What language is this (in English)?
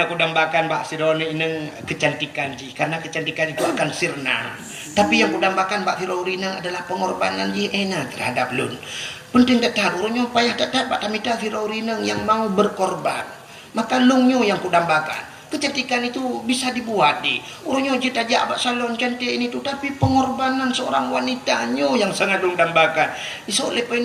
Achinese